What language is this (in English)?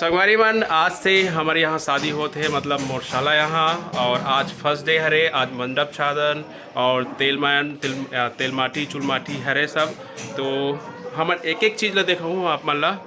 Chhattisgarhi